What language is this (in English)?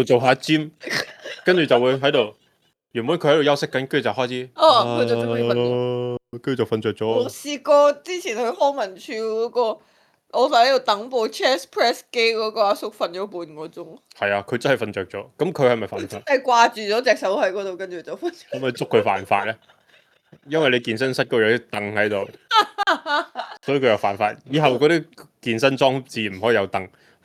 Cantonese